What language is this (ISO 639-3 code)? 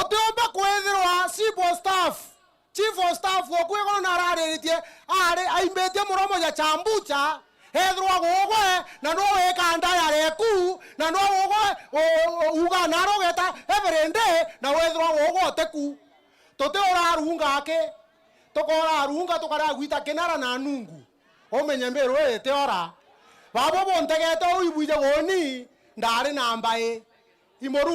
mer